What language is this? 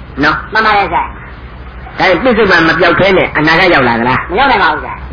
Burmese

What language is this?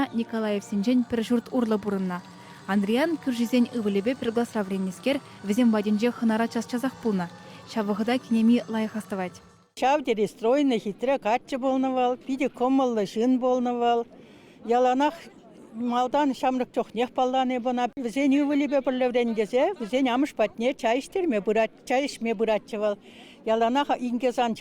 Chuvash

